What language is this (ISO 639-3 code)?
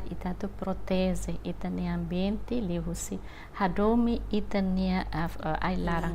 tet